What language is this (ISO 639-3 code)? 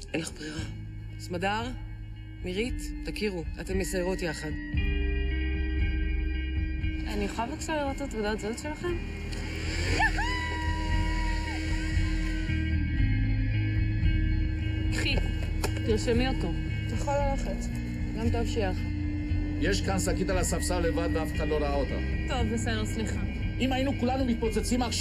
heb